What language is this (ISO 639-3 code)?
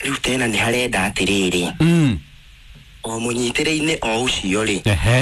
kik